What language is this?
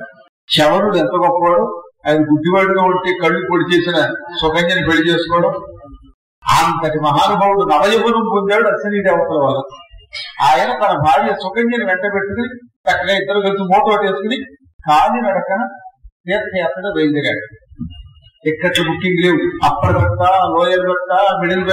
Telugu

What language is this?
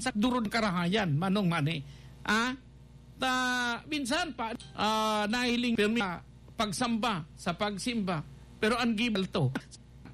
Bikol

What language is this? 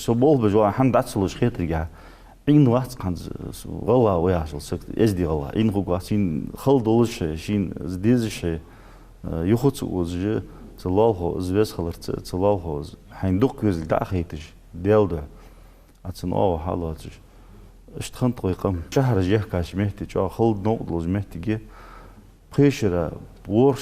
Ingush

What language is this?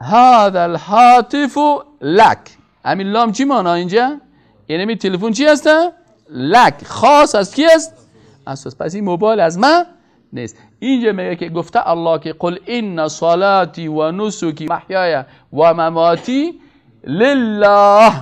Persian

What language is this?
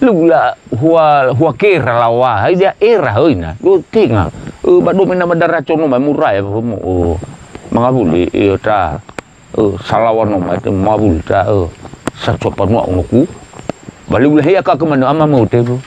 Nias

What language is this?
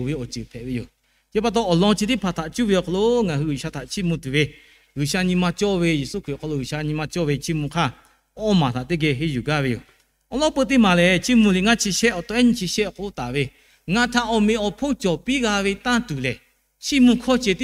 Lahu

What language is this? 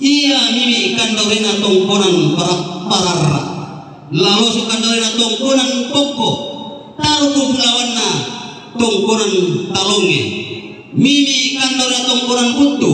Toraja-Sa'dan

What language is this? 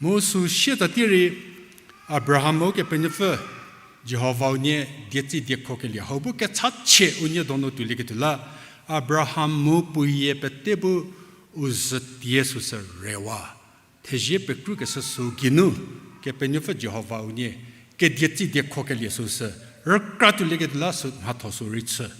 Angami Naga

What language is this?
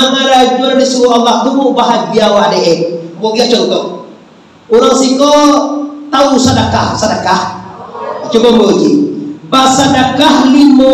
Minangkabau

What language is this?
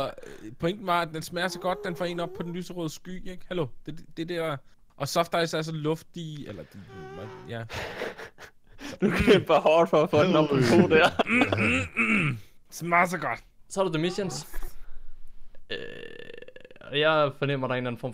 Danish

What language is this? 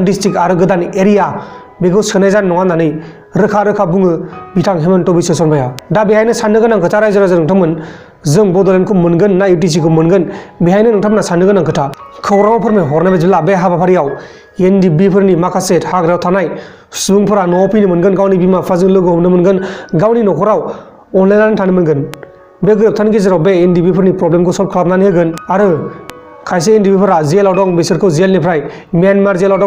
Bodo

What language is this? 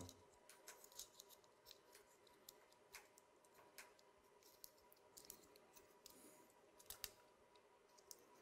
Russian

